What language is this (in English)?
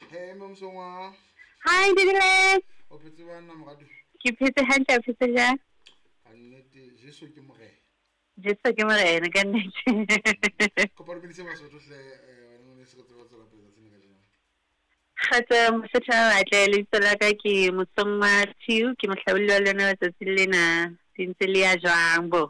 Southern Sotho